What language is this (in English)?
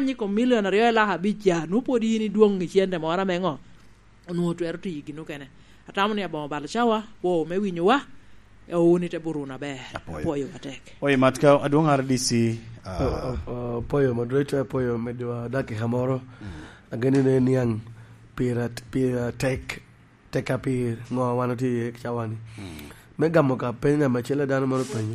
Lango (Uganda)